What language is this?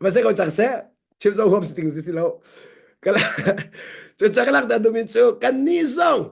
Hakha Chin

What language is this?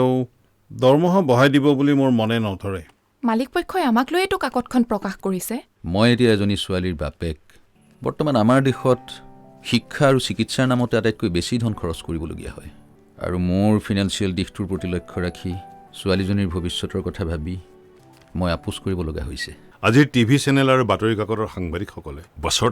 Assamese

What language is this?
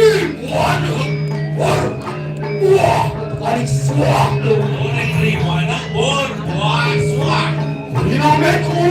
Balinese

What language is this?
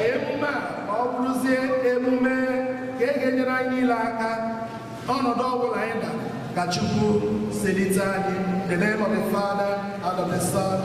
Igbo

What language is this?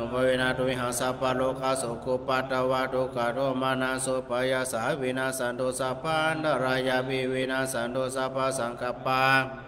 Pali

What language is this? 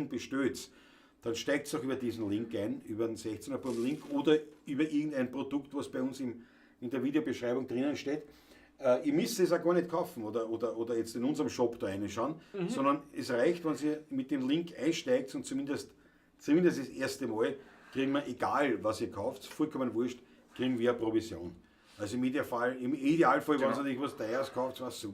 Bavarian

